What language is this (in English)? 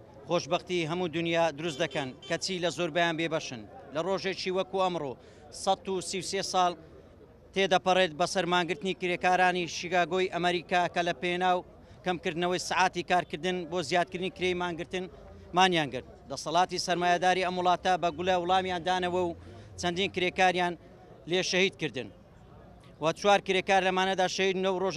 Central Kurdish